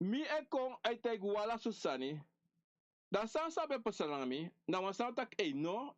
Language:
Sranan Tongo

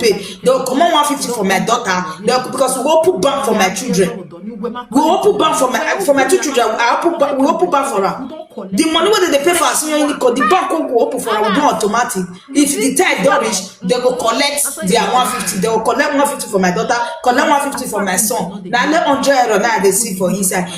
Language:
Nigerian Pidgin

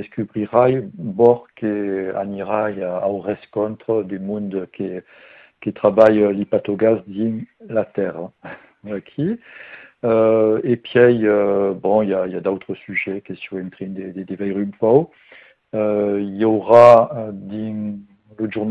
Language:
French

